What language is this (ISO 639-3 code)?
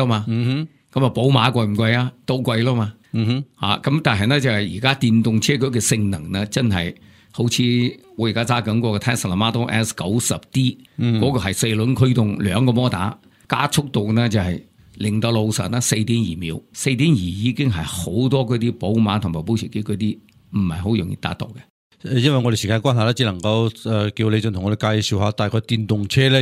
yue